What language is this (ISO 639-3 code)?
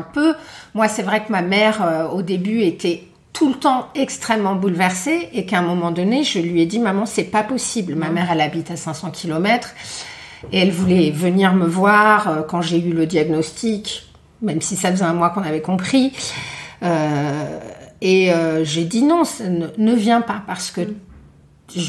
fra